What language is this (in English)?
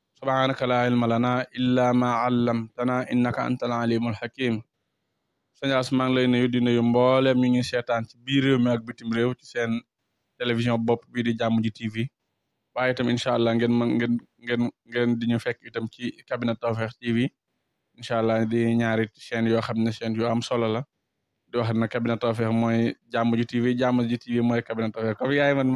Wolof